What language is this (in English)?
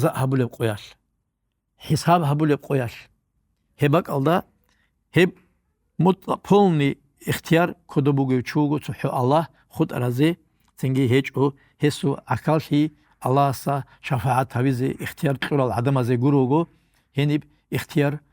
Avaric